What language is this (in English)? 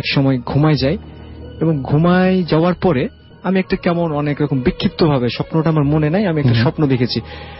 Bangla